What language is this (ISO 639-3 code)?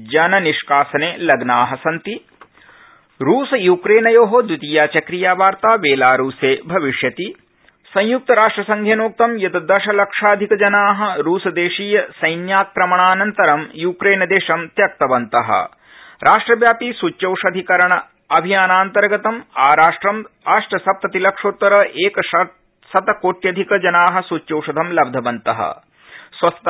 san